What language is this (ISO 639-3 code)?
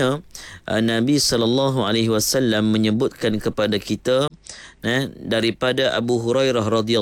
msa